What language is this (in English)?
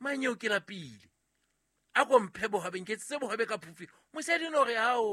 Southern Sotho